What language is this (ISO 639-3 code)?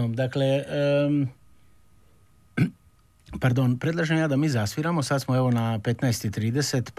hrv